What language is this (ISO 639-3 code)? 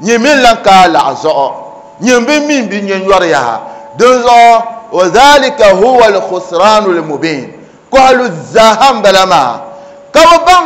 dag